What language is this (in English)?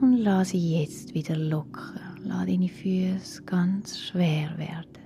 Swiss German